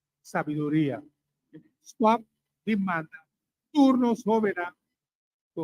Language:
Papiamento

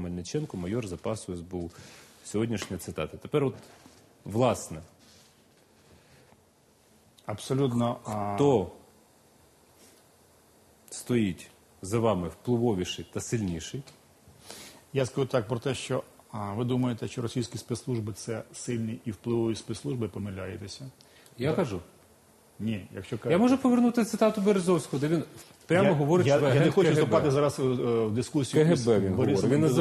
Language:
Ukrainian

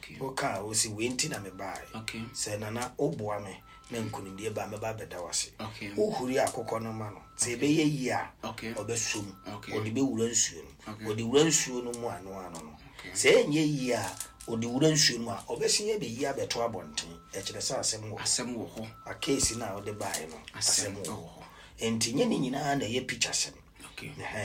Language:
Akan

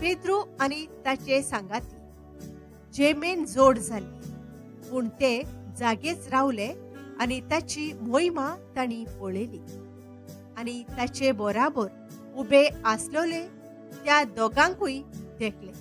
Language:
Konkani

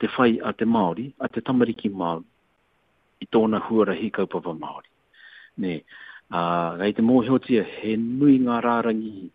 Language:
Māori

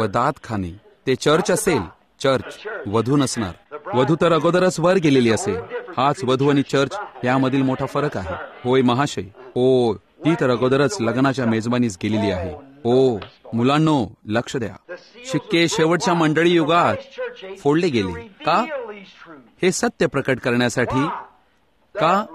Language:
Marathi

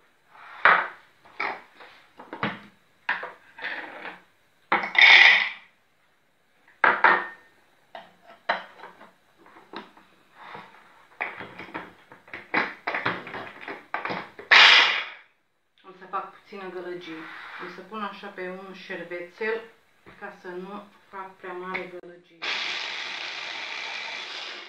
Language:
Romanian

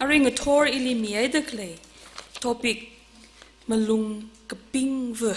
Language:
Tangkhul Naga (India)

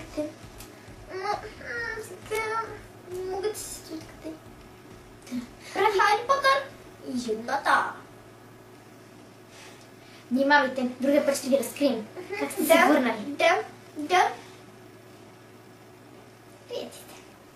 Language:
Bulgarian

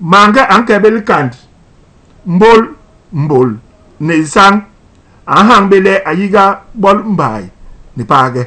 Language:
Basaa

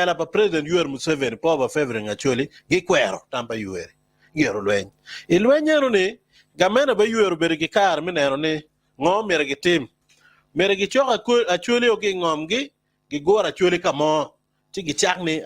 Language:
Acoli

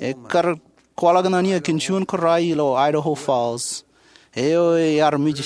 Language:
Marshallese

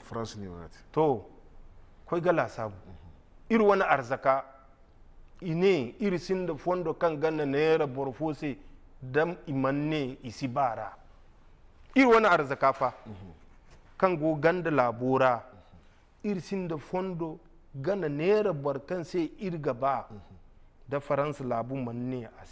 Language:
Zarma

